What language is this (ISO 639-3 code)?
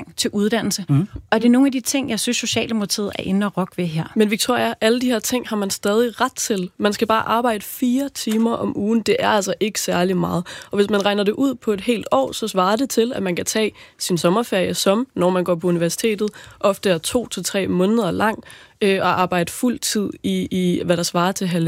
dan